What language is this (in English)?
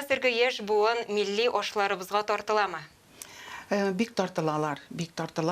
Tatar